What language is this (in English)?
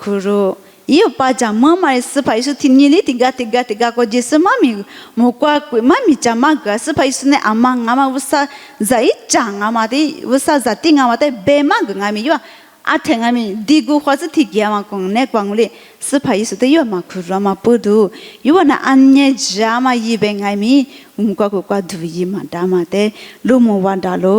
Lisu